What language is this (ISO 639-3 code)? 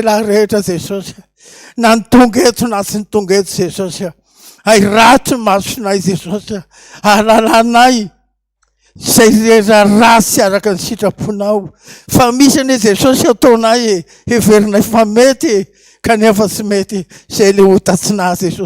mlg